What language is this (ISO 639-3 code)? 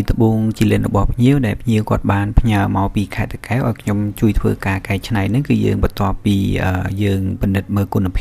khm